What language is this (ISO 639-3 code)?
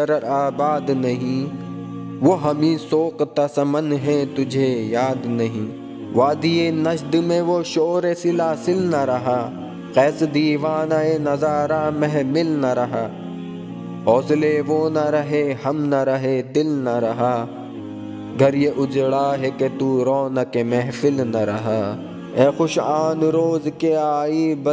urd